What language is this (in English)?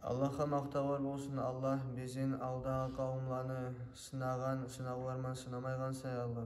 Kumyk